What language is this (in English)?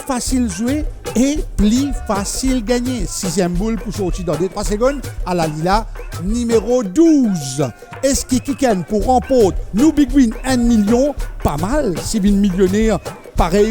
Morisyen